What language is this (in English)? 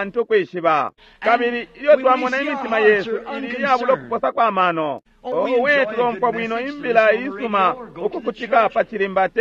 Bemba